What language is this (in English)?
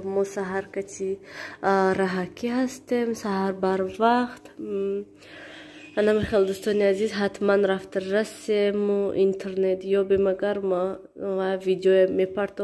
Tajik